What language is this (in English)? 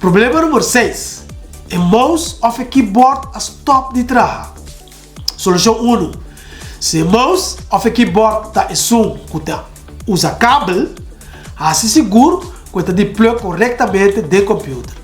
Papiamento